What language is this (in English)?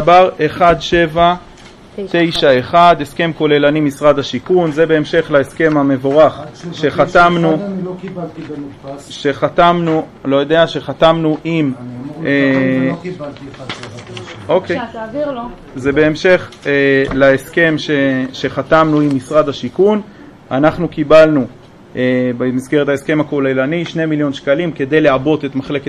Hebrew